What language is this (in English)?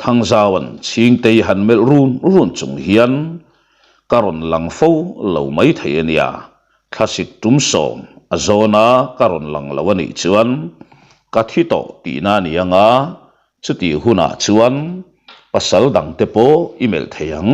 Mizo